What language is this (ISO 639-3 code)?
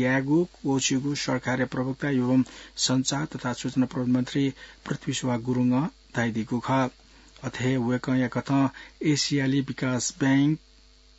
new